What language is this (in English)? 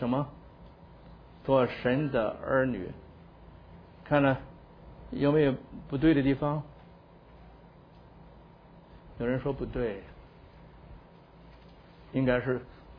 Chinese